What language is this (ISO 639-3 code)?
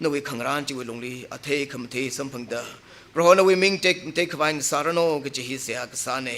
nmf